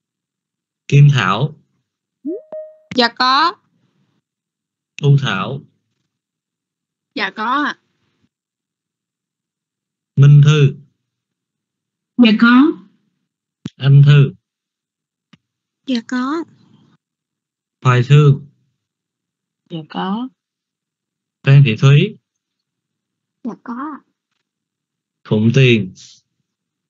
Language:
Vietnamese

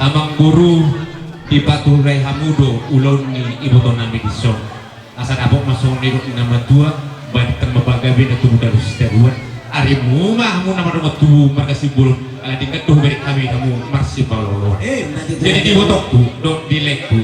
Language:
Batak Toba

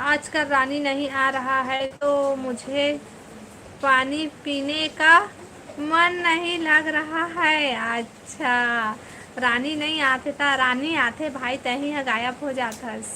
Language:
Chhattisgarhi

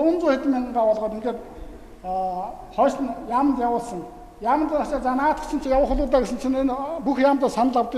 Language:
Mongolian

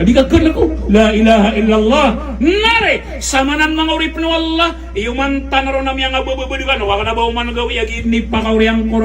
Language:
Maranao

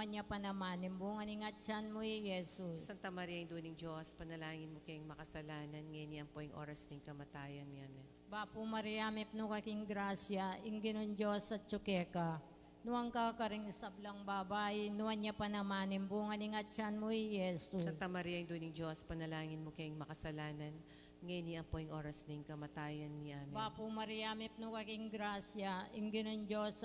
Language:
Pampanga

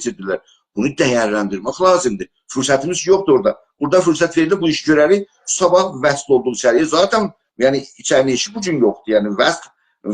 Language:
South Azerbaijani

